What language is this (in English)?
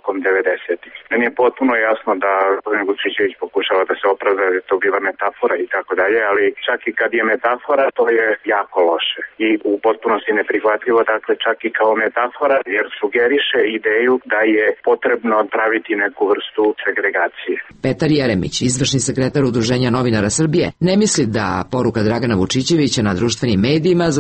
Serbian